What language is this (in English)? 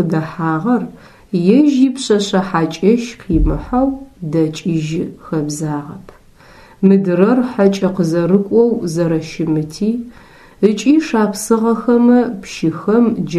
Adyghe